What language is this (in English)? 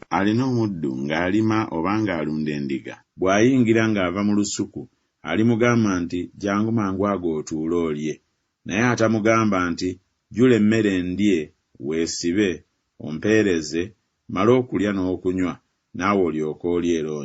Ganda